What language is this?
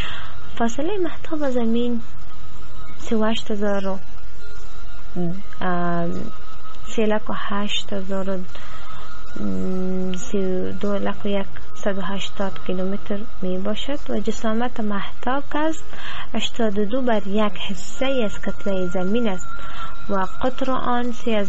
Persian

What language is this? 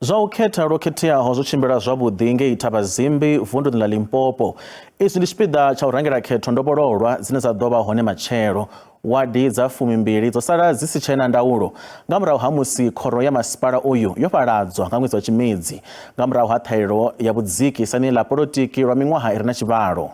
Venda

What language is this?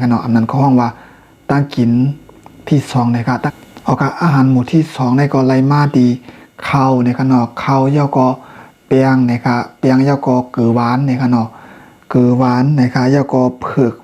Shan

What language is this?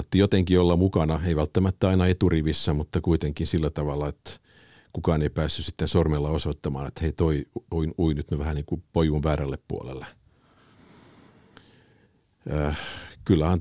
Finnish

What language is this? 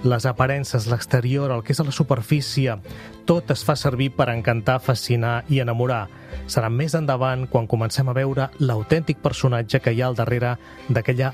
Catalan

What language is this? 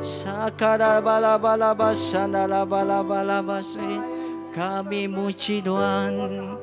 Iban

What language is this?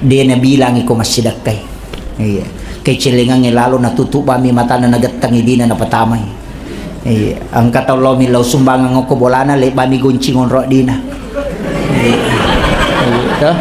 Buginese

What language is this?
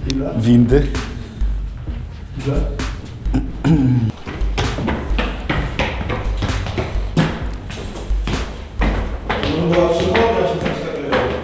Polish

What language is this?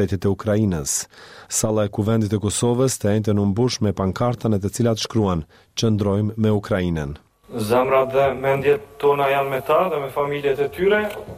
Albanian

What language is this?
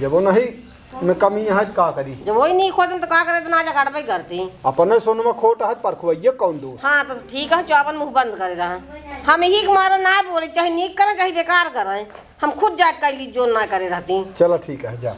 Awadhi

